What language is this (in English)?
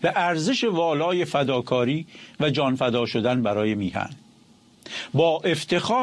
Persian